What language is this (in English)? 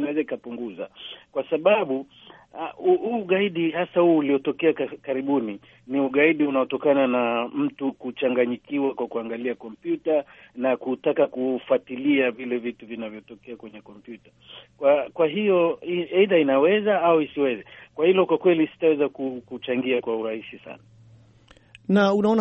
Swahili